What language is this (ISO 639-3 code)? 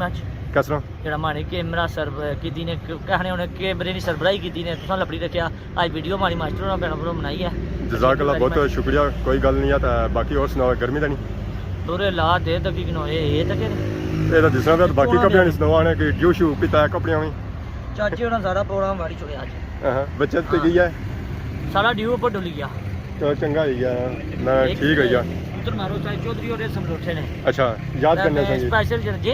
phr